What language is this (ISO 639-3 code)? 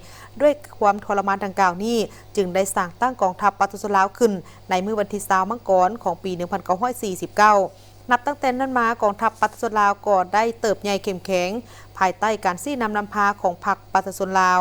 lao